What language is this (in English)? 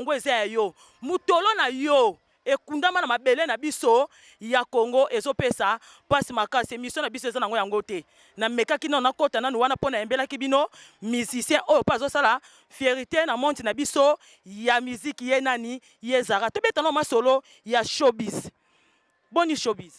Lingala